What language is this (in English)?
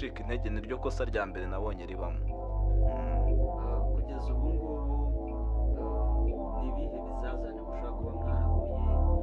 Kinyarwanda